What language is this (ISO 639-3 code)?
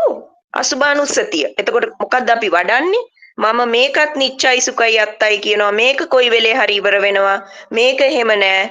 sin